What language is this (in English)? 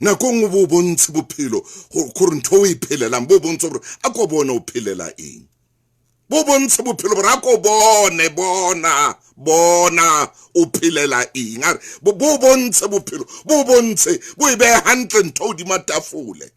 Southern Sotho